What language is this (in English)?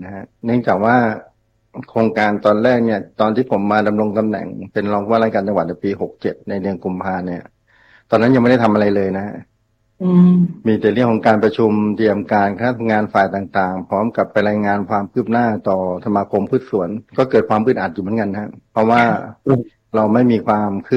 Thai